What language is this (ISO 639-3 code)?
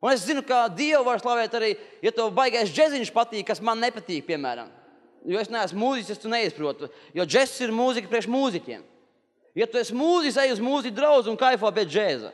lav